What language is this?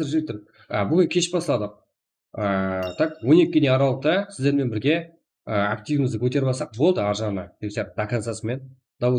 Kara-Kalpak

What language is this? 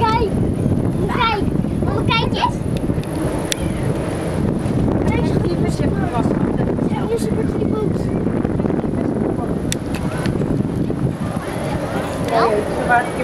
Dutch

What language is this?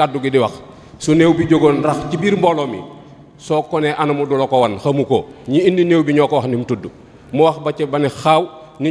Wolof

